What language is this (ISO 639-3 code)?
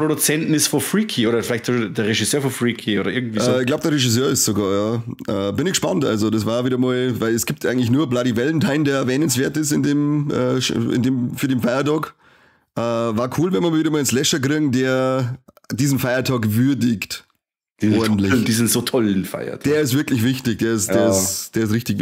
bar